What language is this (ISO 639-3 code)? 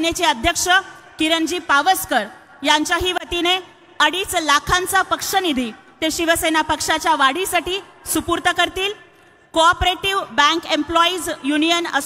mar